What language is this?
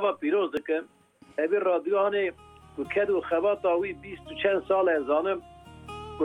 Kurdish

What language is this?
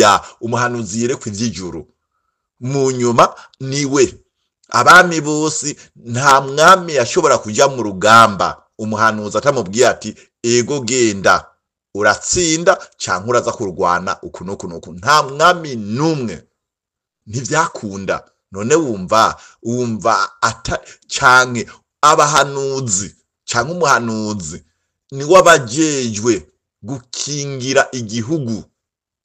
Rundi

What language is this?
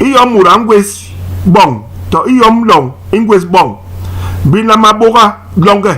Basaa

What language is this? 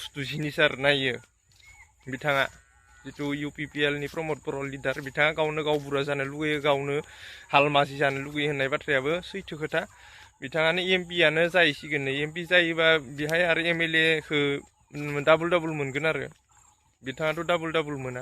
Bodo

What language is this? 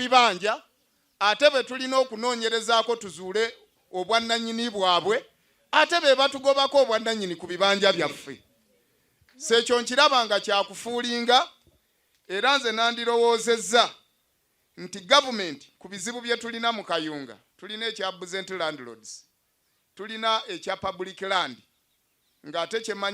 Ganda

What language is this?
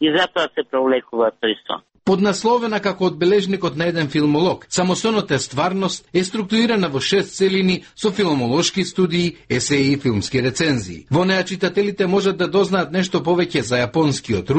Macedonian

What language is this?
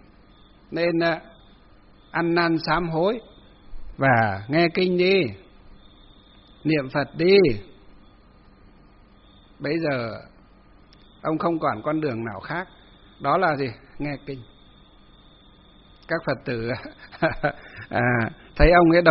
Vietnamese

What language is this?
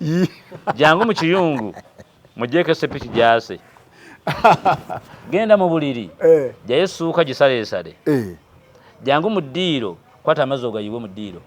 Ganda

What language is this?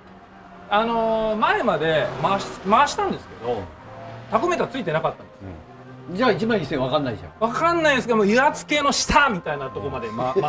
Japanese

